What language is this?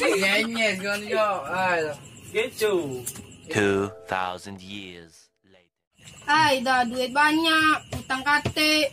Musi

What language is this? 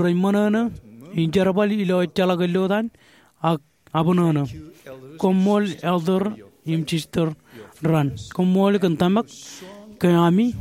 Marshallese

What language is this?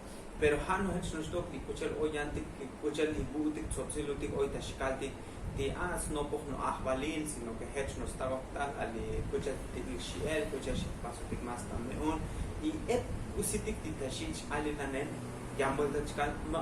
Tzotzil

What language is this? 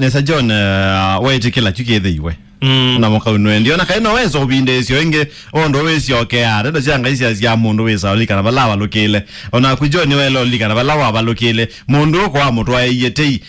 Kamba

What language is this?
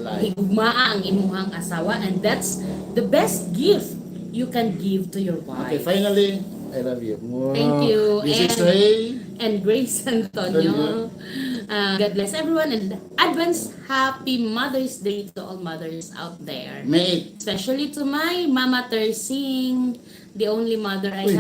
Cebuano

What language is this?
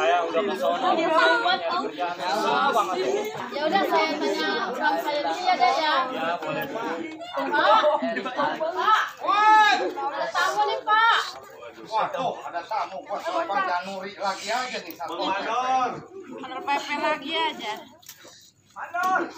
Betawi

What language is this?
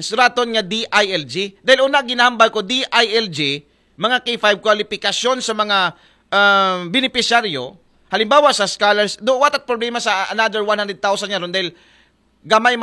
Aklanon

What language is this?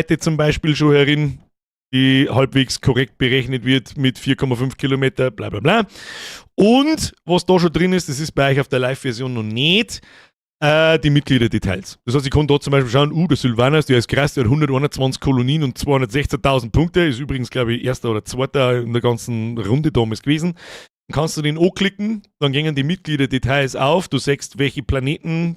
Bavarian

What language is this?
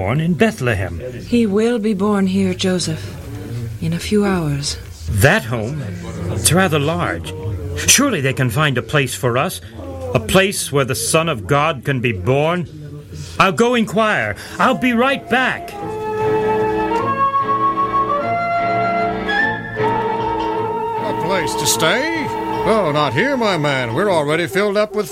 English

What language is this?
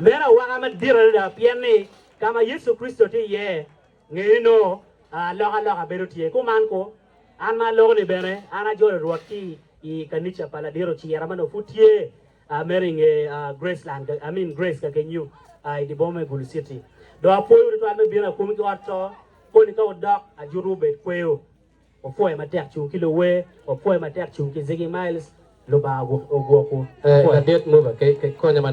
Acoli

